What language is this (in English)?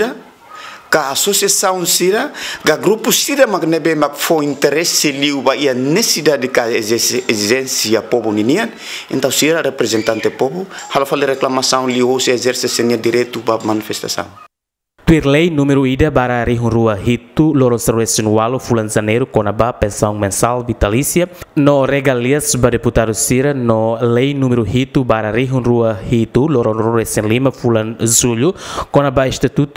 Tetum